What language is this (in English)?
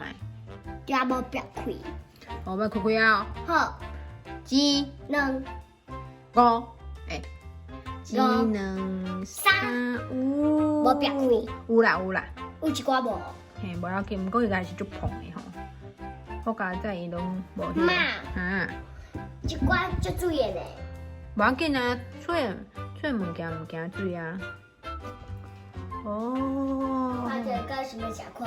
Min Nan Chinese